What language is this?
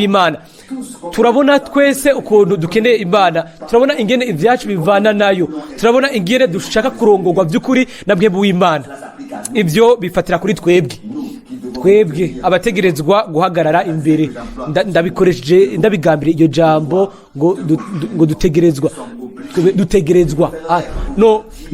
Rundi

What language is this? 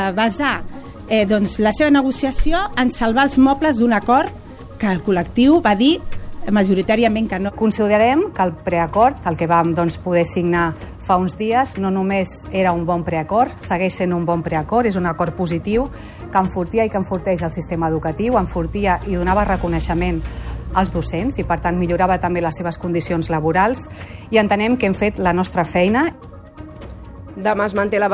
Catalan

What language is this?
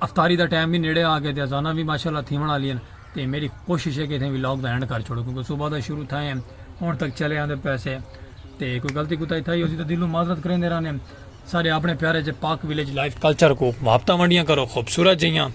Saraiki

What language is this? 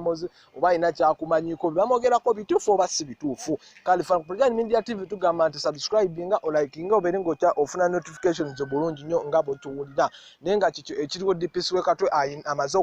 Ganda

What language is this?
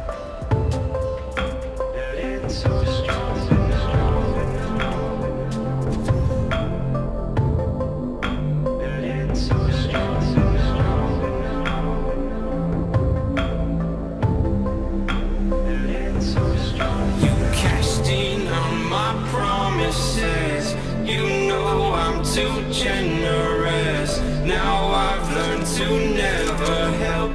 English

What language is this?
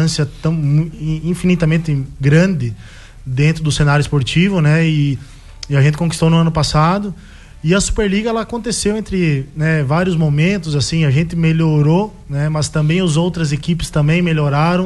Portuguese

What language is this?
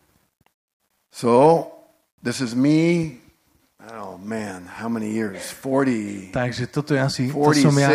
Slovak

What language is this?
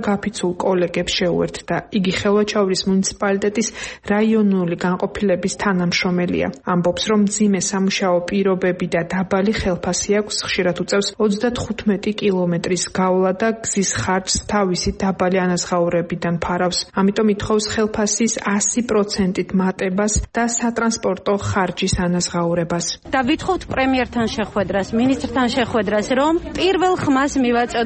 Georgian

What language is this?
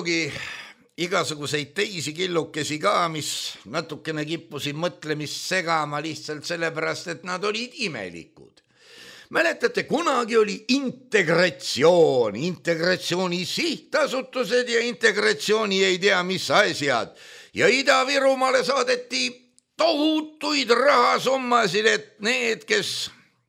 Estonian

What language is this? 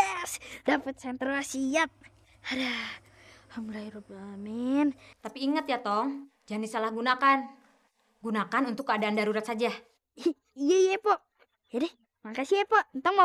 Betawi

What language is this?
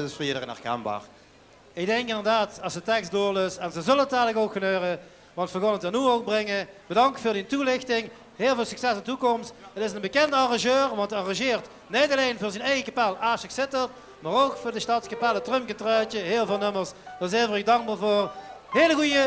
Limburgish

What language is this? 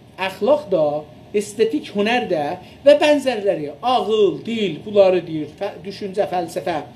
South Azerbaijani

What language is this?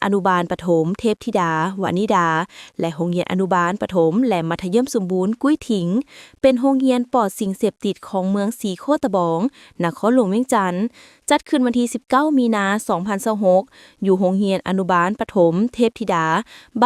Lao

